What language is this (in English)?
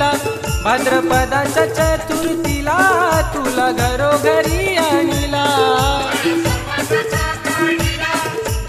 Marathi